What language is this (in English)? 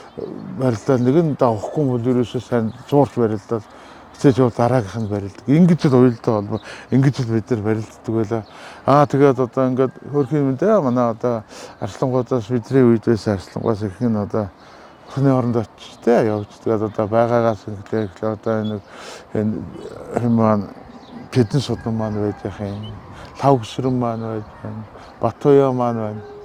Mongolian